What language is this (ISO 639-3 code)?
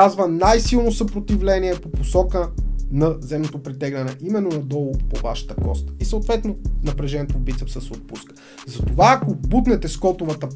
bul